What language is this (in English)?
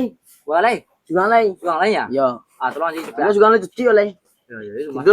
Minangkabau